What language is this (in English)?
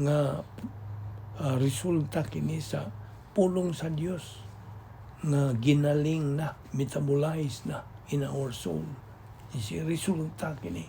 Cebuano